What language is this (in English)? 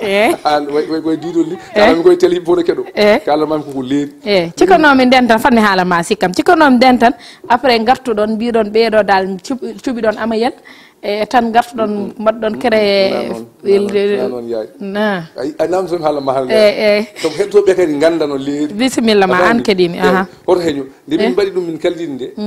Fula